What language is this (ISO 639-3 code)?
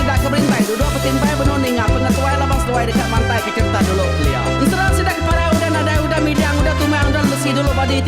iba